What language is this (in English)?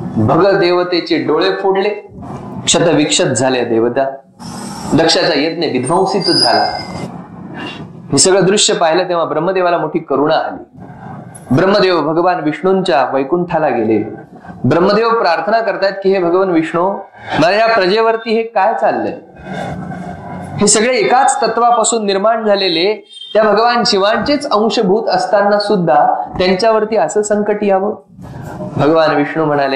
Marathi